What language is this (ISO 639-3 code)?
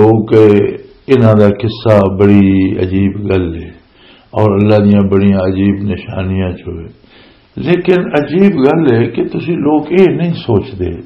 lah